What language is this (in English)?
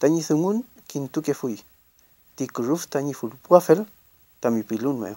Mapuche